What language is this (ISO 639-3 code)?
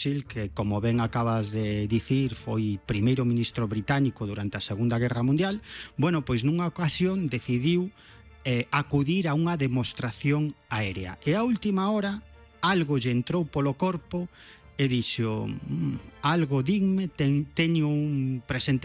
glg